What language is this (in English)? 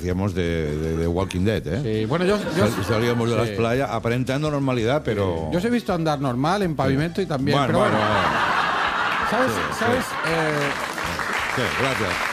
Spanish